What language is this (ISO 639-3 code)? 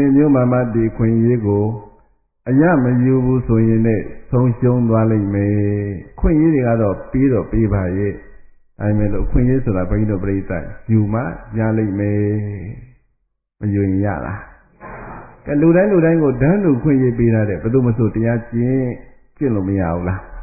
mya